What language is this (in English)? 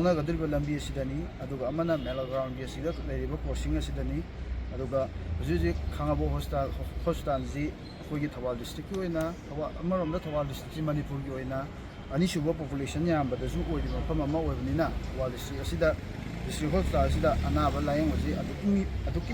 Manipuri